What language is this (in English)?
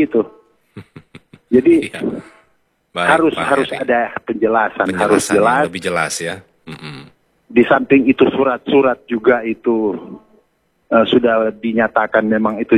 Indonesian